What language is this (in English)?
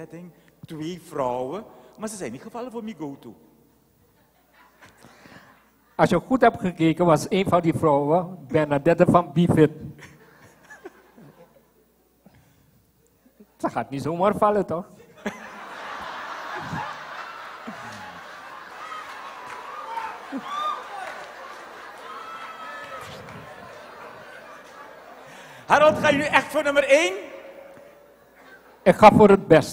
Dutch